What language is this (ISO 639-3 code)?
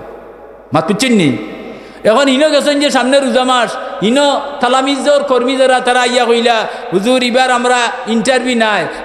syl